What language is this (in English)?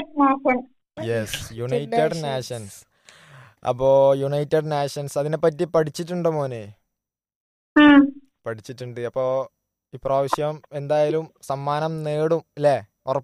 Malayalam